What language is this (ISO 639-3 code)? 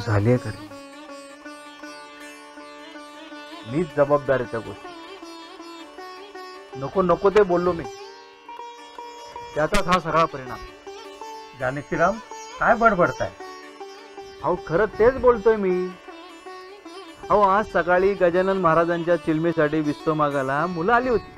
mar